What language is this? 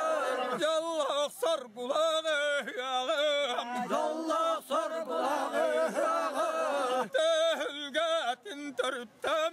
Yakut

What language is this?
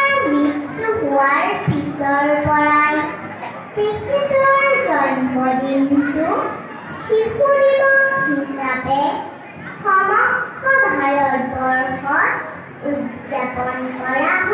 Assamese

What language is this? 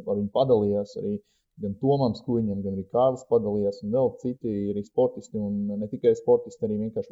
Latvian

